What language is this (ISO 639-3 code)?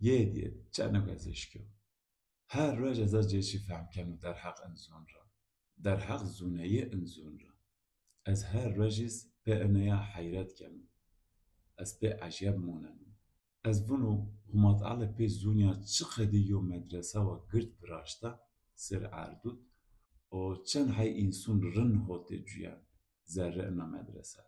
zza